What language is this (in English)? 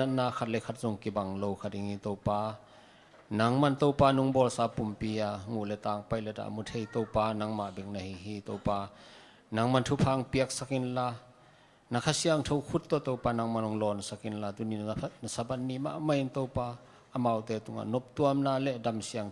Tedim Chin